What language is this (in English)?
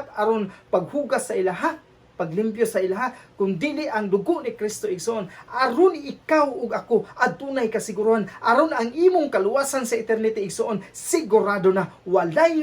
Cebuano